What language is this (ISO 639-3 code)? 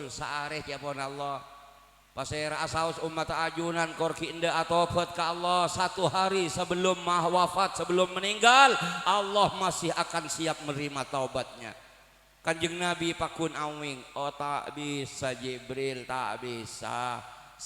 mad